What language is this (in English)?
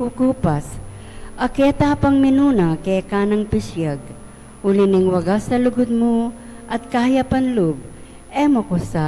Pampanga